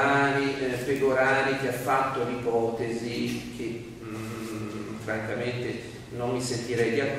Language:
Italian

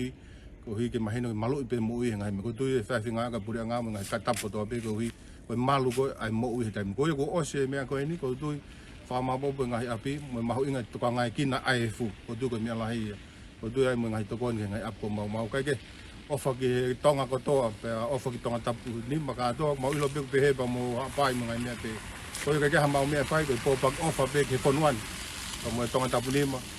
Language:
Tongan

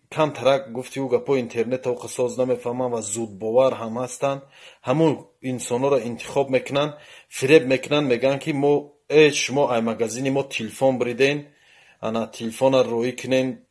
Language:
Tajik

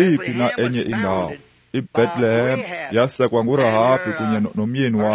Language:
Xhosa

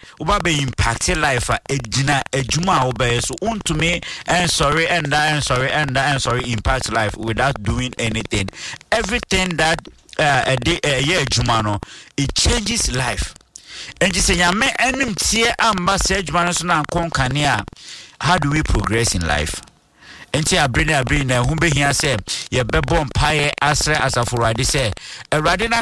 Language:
Akan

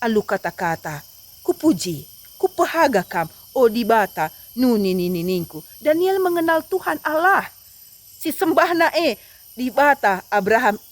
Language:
Batak Karo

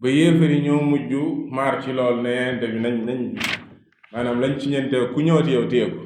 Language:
Wolof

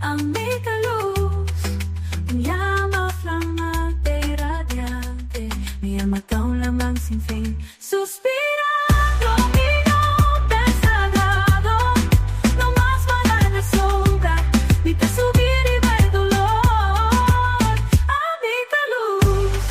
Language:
Papiamento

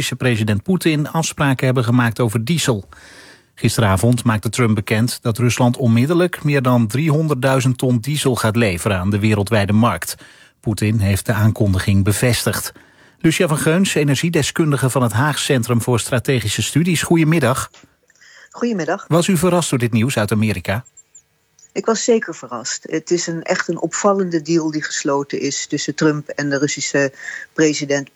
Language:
Dutch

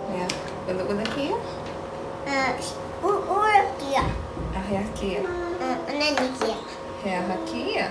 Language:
Hawaiian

